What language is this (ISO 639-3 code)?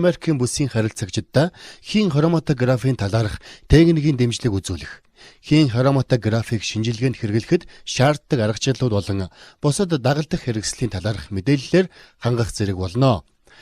mon